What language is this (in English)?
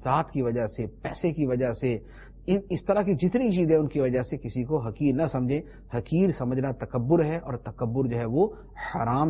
Urdu